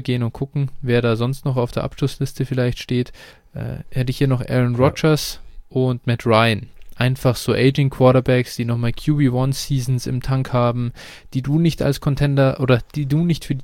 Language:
German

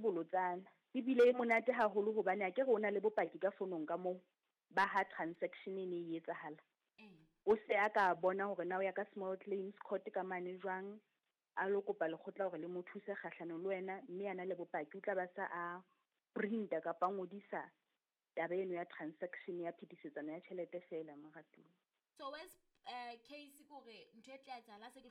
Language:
Southern Sotho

